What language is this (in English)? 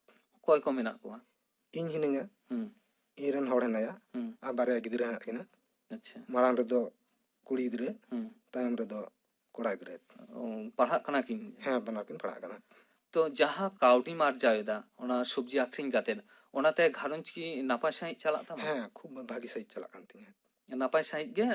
Santali